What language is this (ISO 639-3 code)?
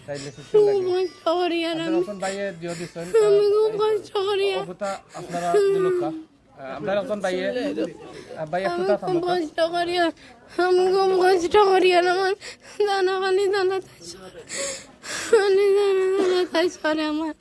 syl